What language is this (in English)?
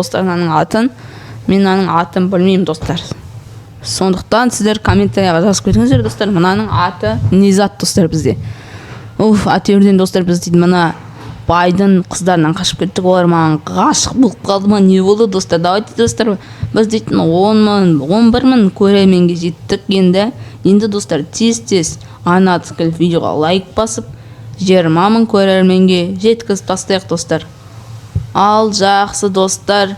Kazakh